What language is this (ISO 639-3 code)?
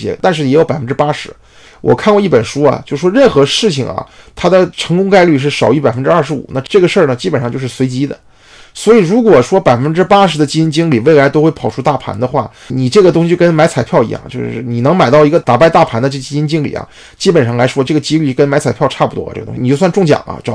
zho